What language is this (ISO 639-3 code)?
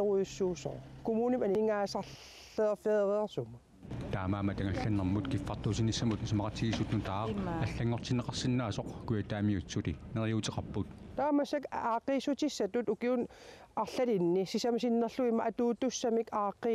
kal